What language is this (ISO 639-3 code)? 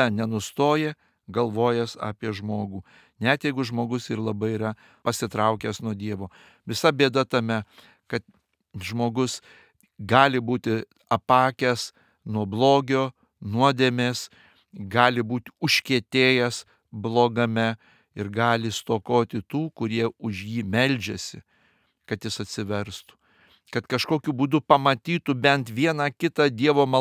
lit